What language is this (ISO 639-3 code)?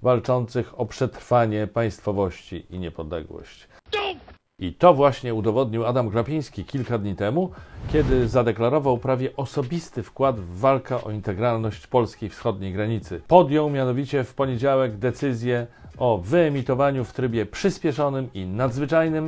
pol